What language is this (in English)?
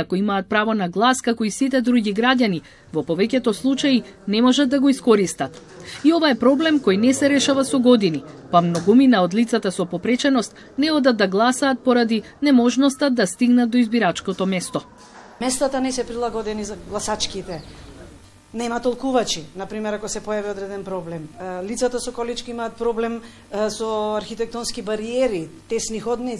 Macedonian